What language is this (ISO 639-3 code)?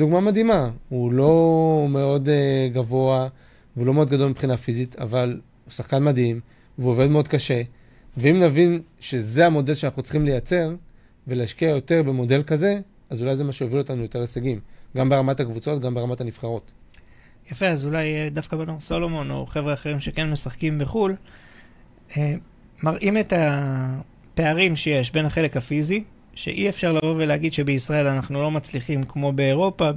heb